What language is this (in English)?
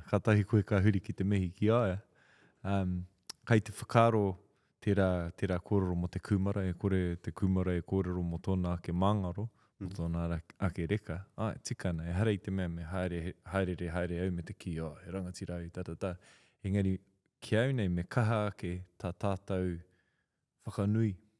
Māori